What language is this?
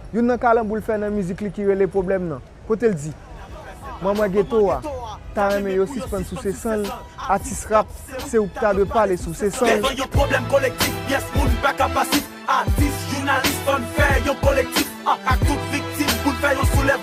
Haitian Creole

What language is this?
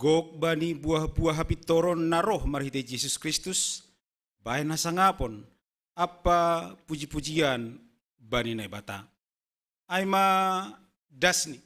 Batak Simalungun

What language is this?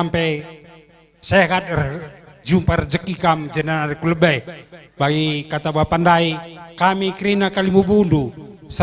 Batak Karo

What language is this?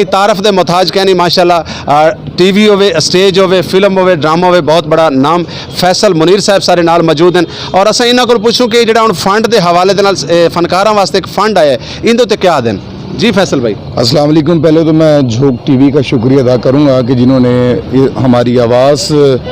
Saraiki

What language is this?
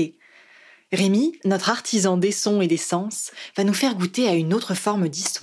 French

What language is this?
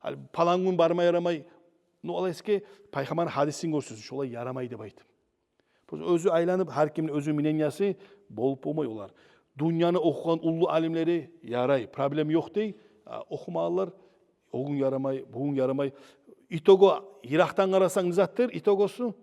Kumyk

